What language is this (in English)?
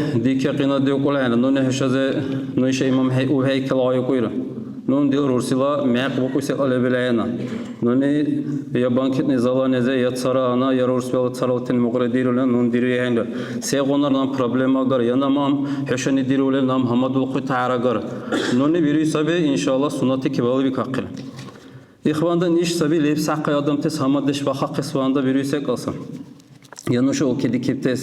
Dargwa